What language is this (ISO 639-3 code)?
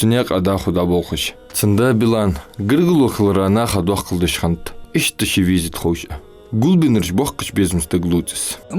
inh